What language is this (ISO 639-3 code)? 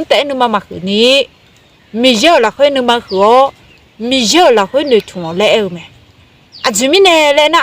ahk